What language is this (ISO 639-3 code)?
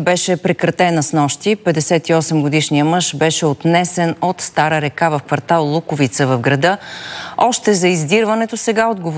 bul